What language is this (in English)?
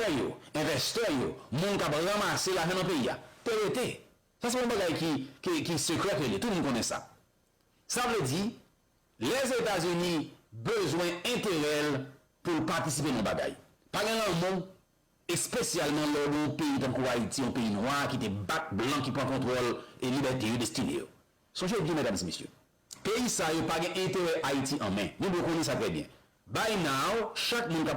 Haitian Creole